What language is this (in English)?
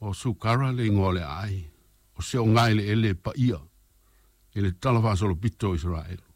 Samoan